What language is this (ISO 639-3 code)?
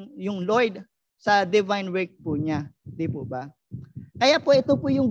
fil